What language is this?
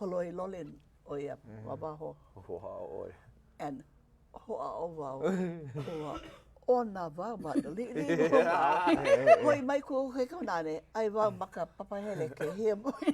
Hawaiian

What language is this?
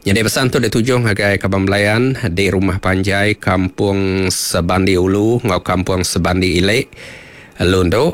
Iban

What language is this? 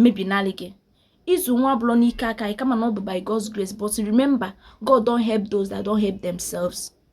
Igbo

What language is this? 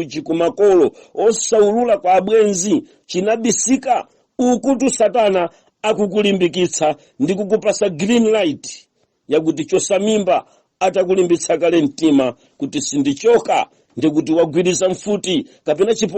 Nyanja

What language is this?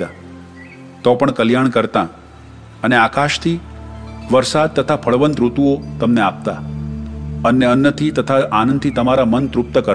Gujarati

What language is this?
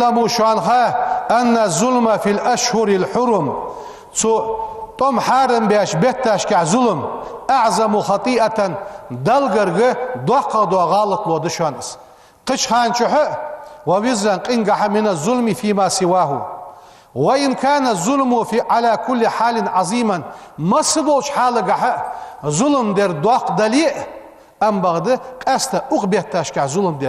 Ingush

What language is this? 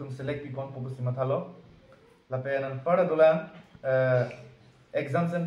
Karbi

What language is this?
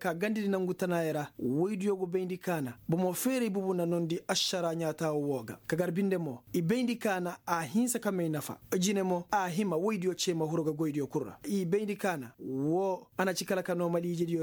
Koyraboro Senni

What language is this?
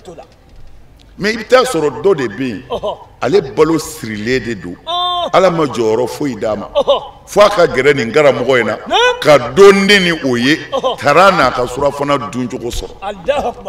Bambara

